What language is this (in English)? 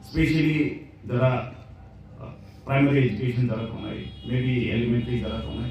Kok Borok